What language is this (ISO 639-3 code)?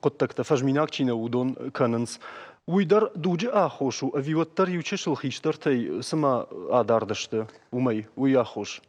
oss